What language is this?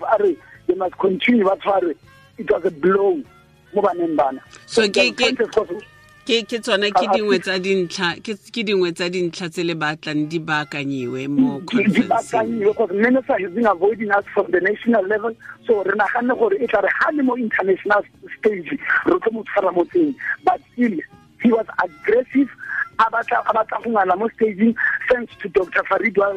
Tswana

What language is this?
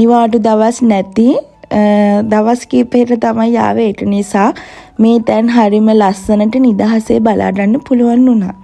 Sinhala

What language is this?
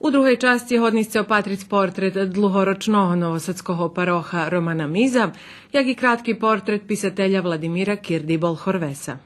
Rusyn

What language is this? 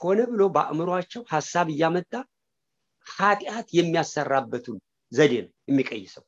Amharic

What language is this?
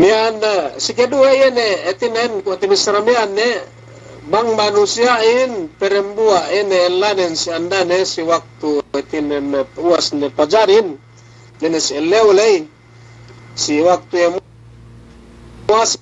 Yakan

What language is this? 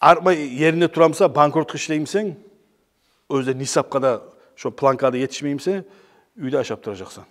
Kumyk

